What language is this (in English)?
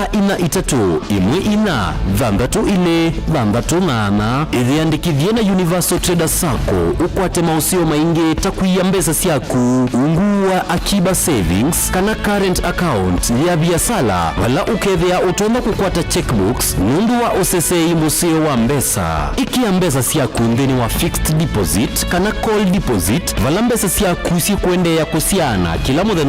Kamba